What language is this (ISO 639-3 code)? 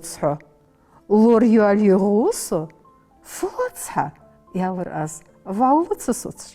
inh